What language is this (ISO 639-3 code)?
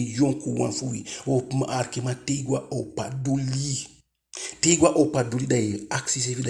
djk